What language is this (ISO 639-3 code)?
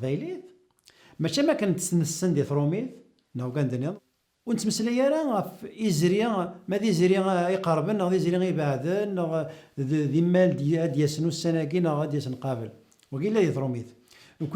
kab